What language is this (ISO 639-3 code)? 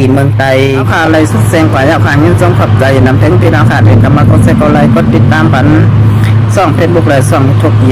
shn